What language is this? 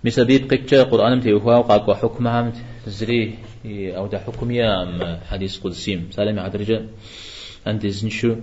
Kabardian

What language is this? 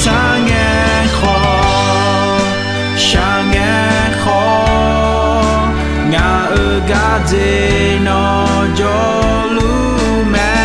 Akha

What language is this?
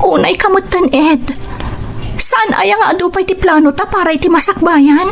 Iloko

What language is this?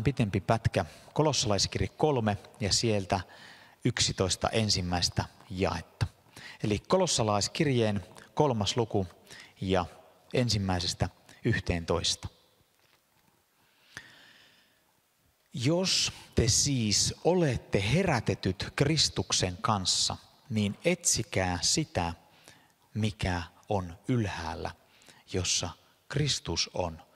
Finnish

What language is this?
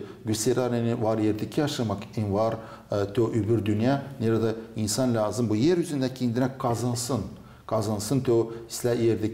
Gagauz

